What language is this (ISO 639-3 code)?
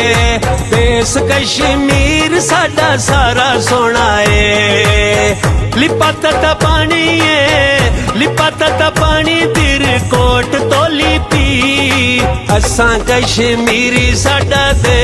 phr